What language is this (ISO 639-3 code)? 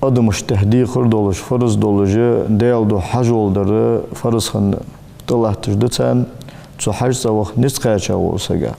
inh